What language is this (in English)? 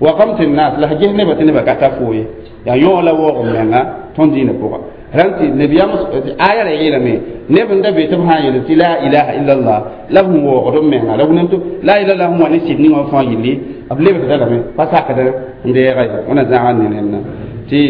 Mossi